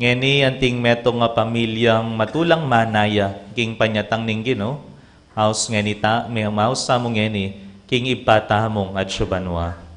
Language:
Pampanga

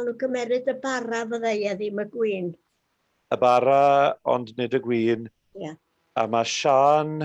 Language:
Welsh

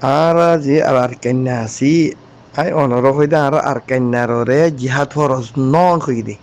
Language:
Rohingya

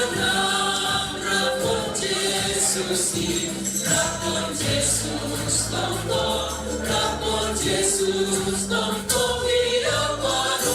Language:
Batak Simalungun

